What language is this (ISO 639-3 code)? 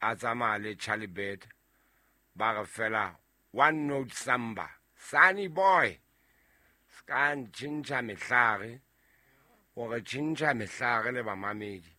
sot